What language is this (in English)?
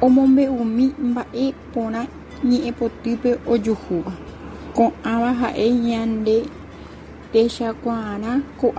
Guarani